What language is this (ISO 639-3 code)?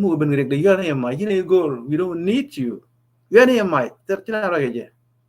nus